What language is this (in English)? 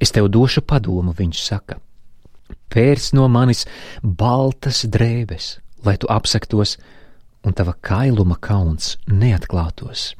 Latvian